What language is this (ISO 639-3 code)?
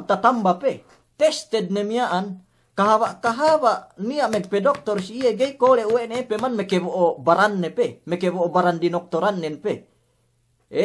yka